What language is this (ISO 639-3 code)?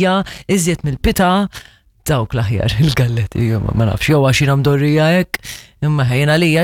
mlt